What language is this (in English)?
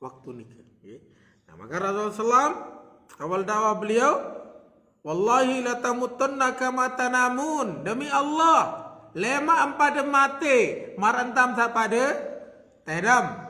Sasak